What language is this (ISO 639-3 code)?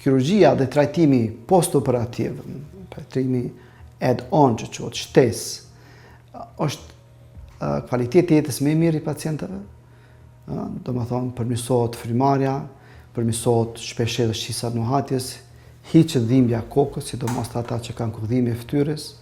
sqi